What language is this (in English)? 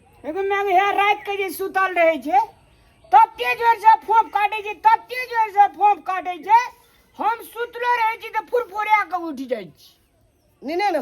Maithili